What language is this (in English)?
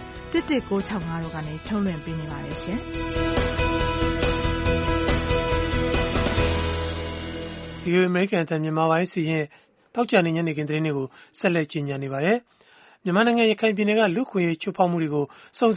Burmese